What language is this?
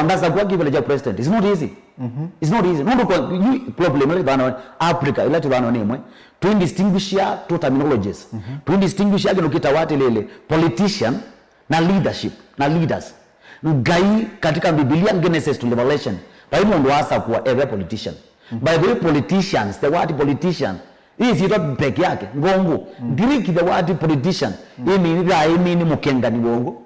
Kamba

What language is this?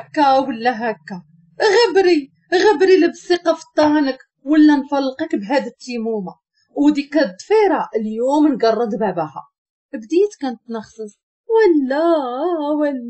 Moroccan Arabic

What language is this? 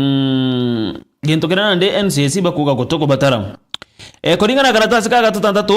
Meru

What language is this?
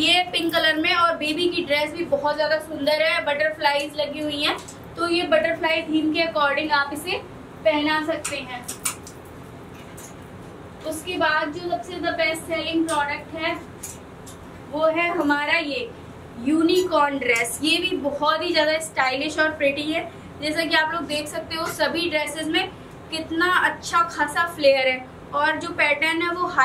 Hindi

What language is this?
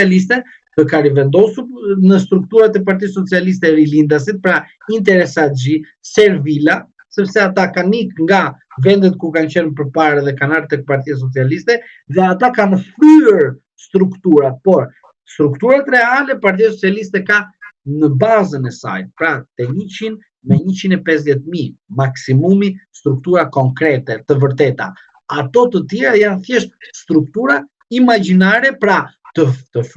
Albanian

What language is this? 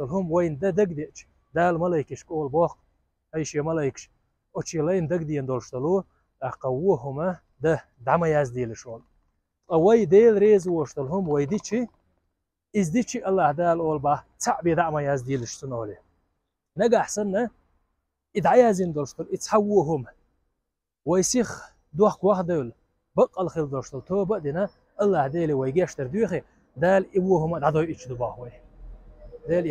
Chechen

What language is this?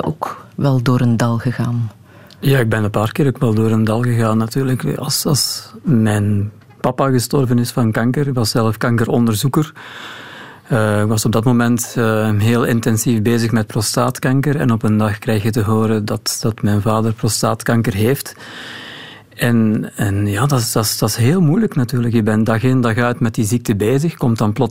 Dutch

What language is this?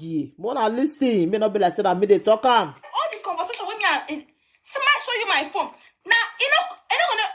Nigerian Pidgin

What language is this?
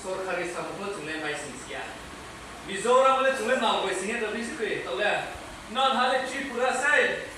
Riang (India)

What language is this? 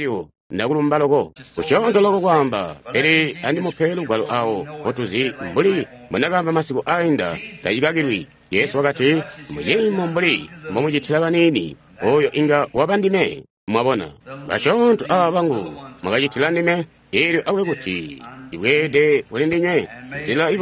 Tonga (Zambia)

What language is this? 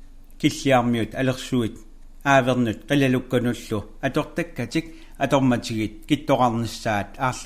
Kalaallisut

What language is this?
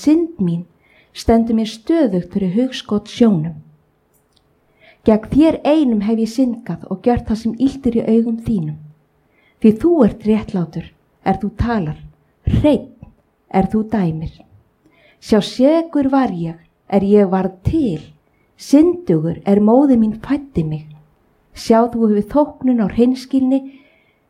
Icelandic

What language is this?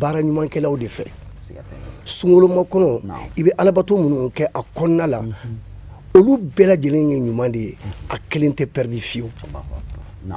Bambara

